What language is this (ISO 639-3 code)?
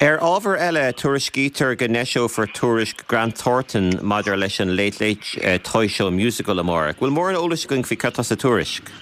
gle